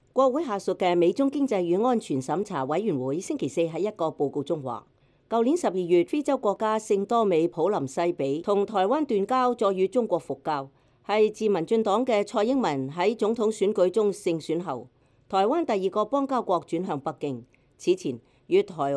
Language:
Cantonese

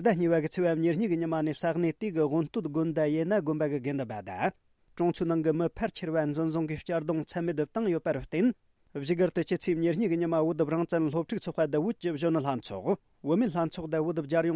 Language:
Tibetan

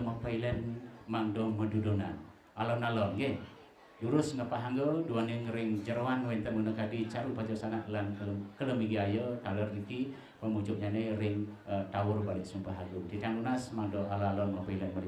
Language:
Balinese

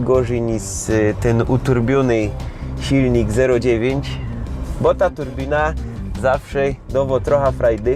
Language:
Silesian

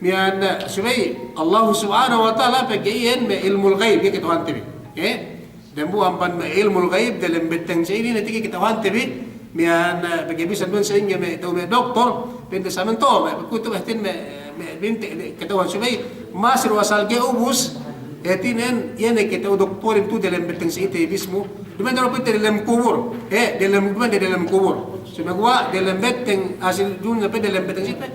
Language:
Yakan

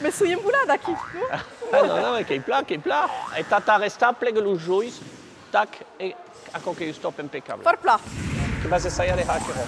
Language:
Occitan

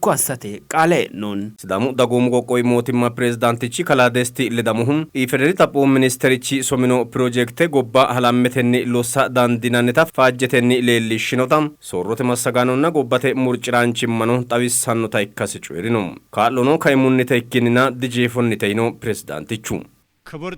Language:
Sidamo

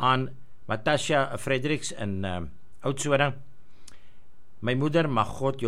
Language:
Afrikaans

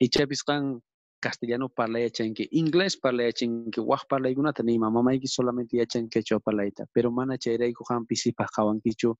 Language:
South Bolivian Quechua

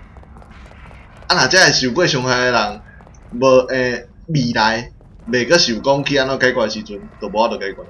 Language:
Min Nan Chinese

